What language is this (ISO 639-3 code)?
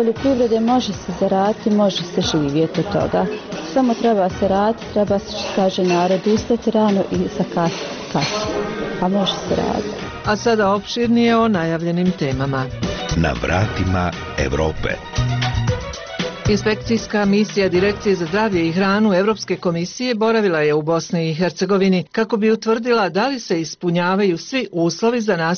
bos